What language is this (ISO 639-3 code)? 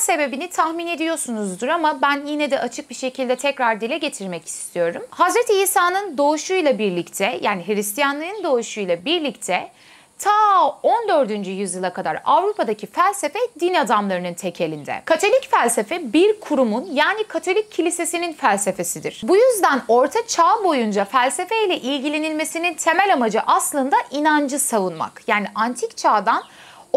tur